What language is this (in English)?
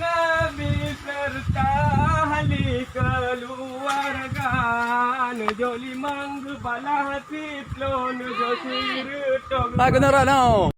Achinese